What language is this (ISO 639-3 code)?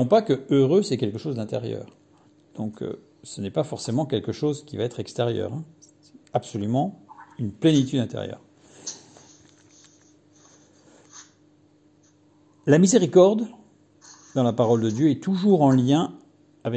fra